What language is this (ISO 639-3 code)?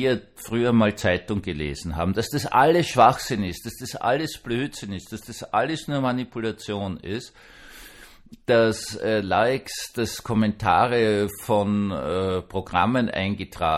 deu